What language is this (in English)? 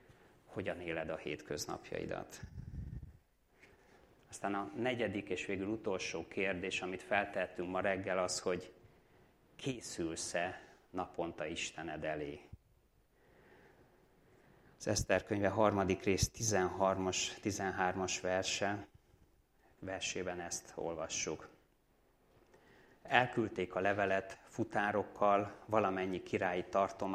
Hungarian